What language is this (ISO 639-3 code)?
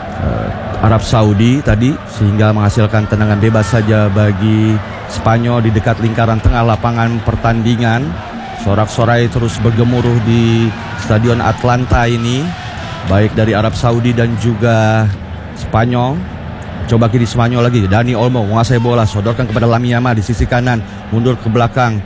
ind